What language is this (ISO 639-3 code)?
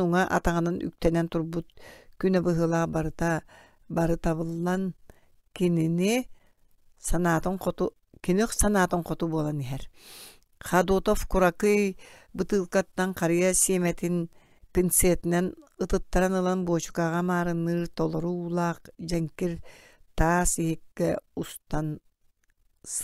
sah